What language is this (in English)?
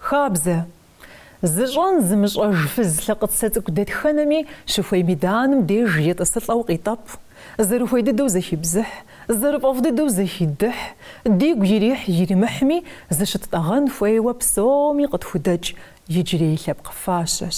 Kabardian